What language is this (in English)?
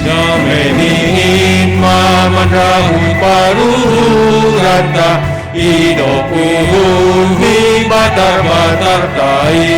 Batak Simalungun